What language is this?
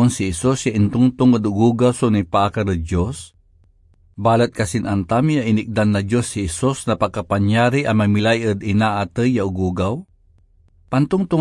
Pangasinan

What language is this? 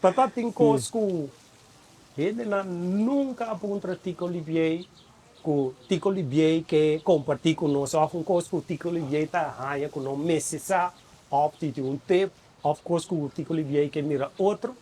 Papiamento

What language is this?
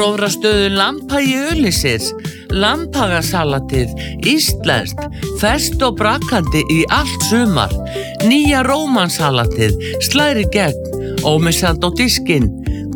Icelandic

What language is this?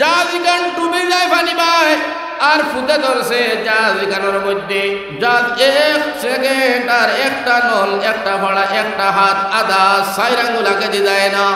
Sylheti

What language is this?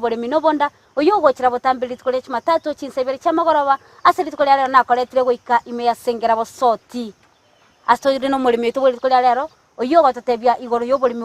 Gusii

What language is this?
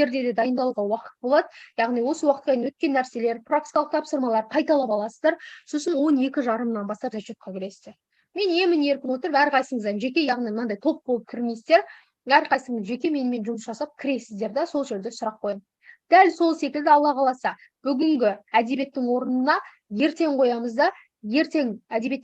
Kazakh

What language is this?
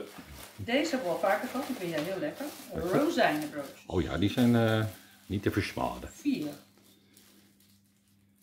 Dutch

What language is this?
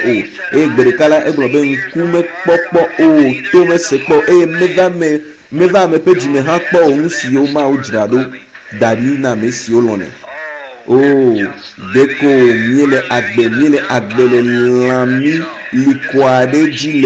Ewe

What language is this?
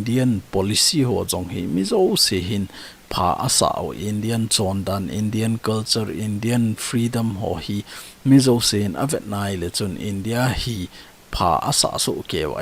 Thado Chin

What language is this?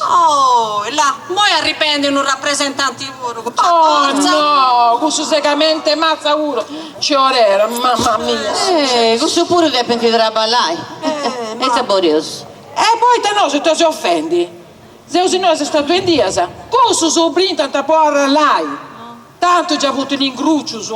Sardinian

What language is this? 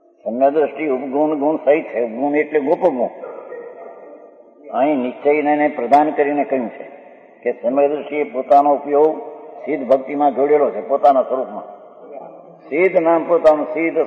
Gujarati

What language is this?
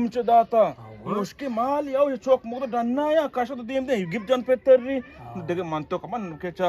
Eastern Balochi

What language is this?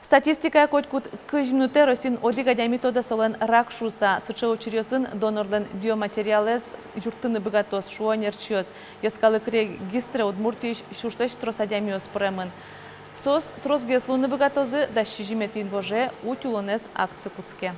Udmurt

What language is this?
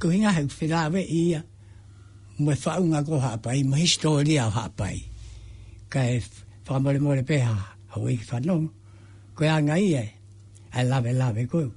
Tongan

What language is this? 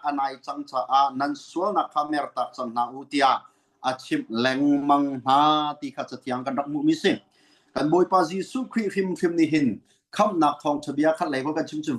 Hakha Chin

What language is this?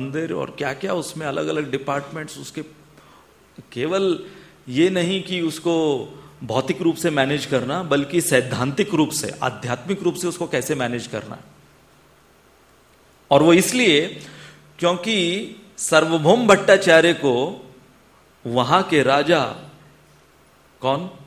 Hindi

